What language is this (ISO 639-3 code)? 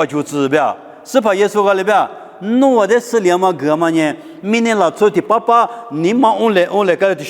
lis